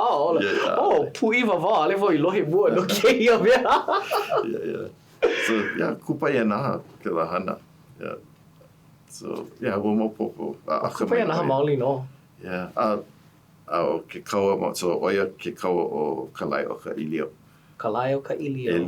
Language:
Hawaiian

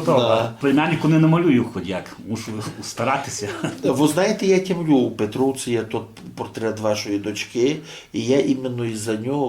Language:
Rusyn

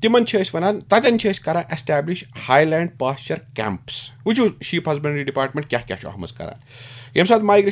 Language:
Kashmiri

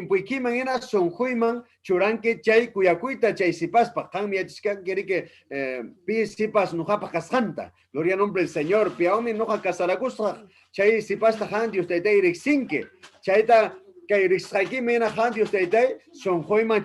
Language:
Ayacucho Quechua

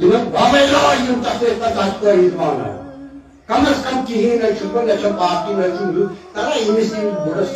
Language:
Kashmiri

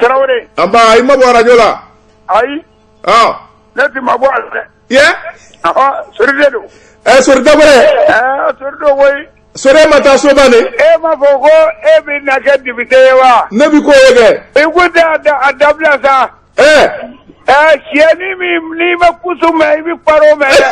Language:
Bambara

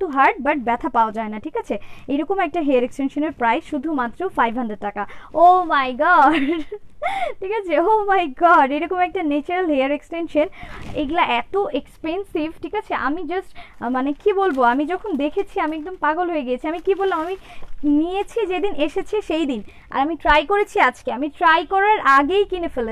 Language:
Bangla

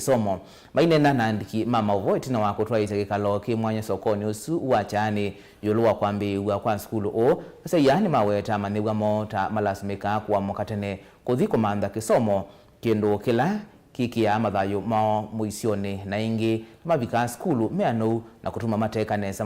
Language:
Kamba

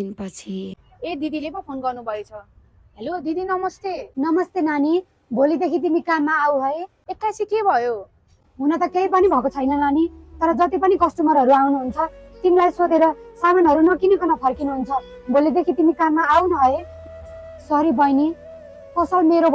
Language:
Nepali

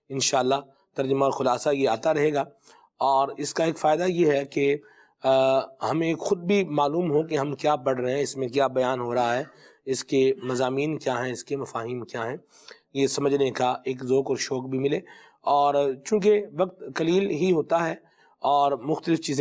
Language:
Urdu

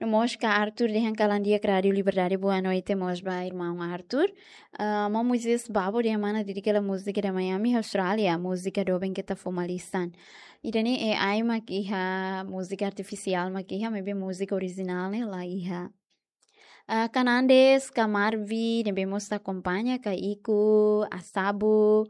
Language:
Tetum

